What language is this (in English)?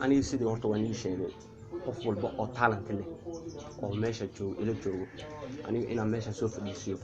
Somali